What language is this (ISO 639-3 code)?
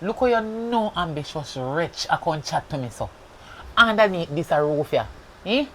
jam